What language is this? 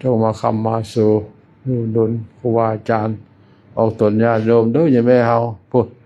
Lao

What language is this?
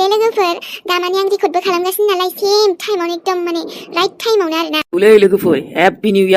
Bodo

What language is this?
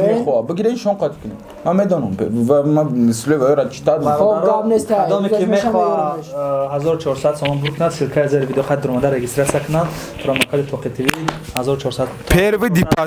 Tajik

